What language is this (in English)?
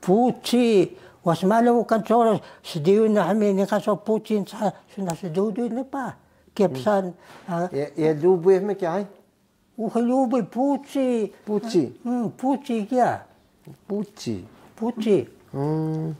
Taroko